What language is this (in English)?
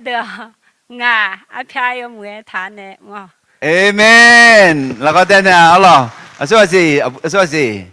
Akha